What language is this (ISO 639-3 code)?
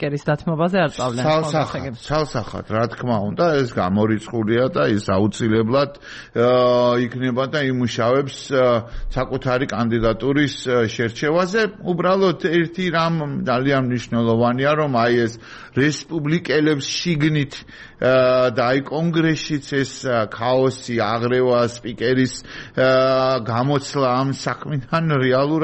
kat